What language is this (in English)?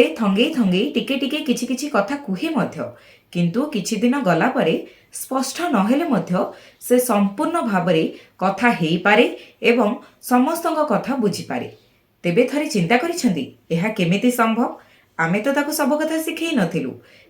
Odia